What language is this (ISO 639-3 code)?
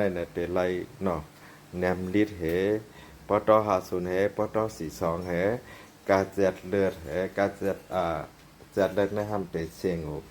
shn